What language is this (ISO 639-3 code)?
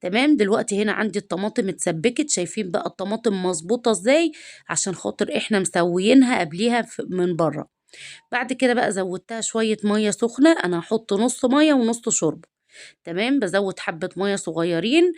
arz